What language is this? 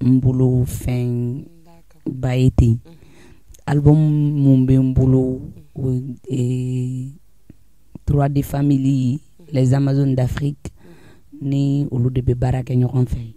Bambara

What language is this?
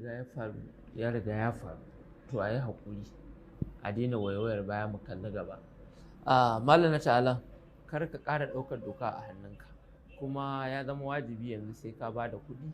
Hausa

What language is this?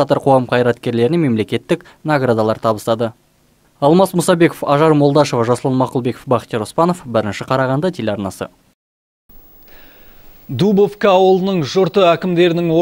Kazakh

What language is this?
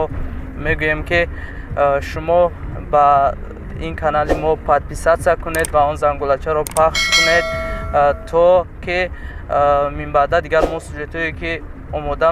Tajik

